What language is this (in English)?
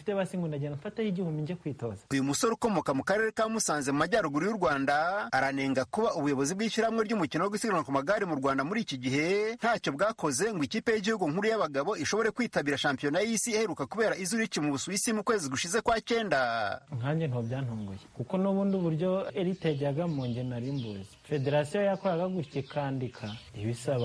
Kinyarwanda